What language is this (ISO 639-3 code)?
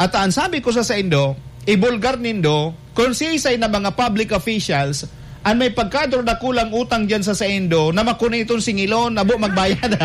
bik